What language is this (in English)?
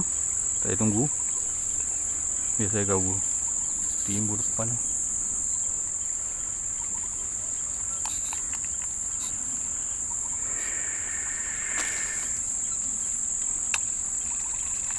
Malay